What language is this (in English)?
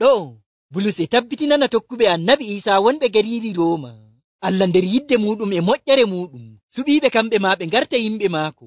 Nigerian Fulfulde